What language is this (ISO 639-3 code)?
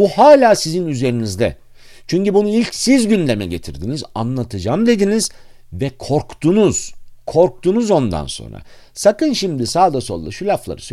tur